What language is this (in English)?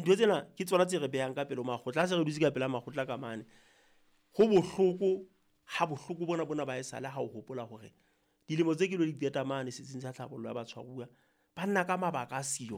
Southern Sotho